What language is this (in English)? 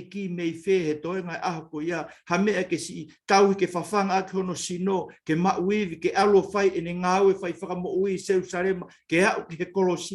Tongan